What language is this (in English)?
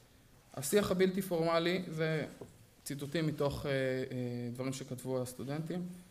Hebrew